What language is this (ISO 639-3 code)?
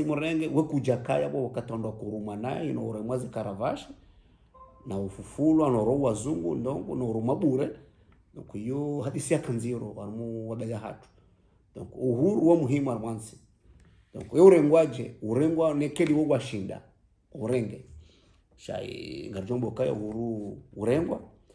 zdj